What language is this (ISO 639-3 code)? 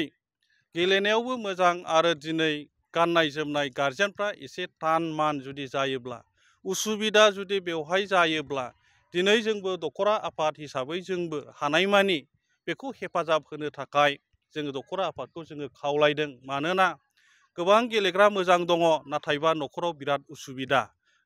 brx